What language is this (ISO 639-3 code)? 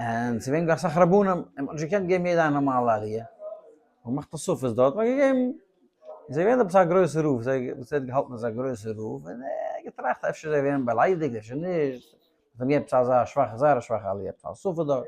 yid